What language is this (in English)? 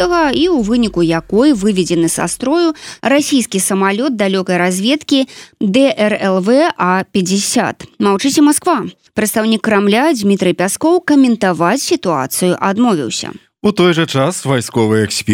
Belarusian